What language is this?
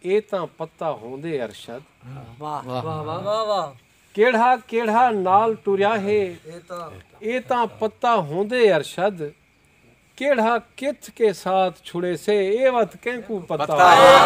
Saraiki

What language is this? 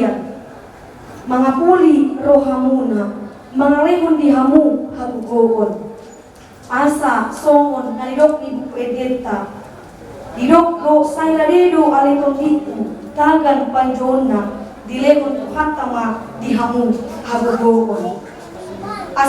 Batak Toba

